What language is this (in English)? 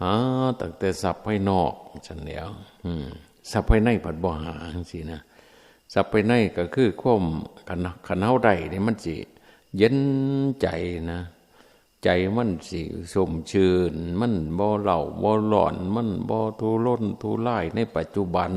Northeastern Thai